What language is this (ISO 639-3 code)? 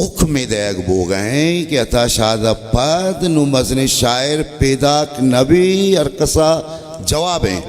bal